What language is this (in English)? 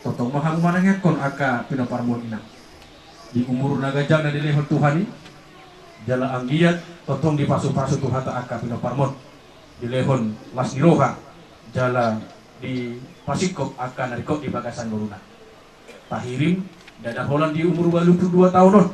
Batak Toba